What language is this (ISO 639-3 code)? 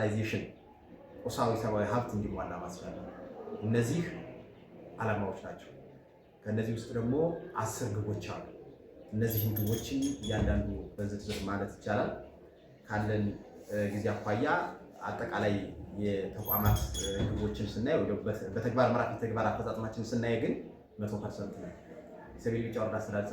amh